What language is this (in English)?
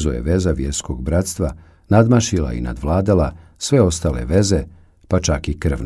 Bosnian